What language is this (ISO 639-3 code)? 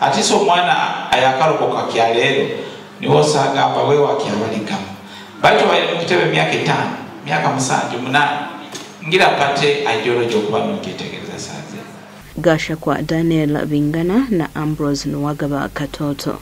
nyn